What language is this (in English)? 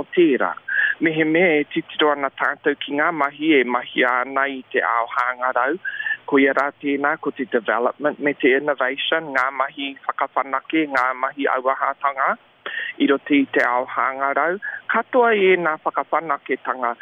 Māori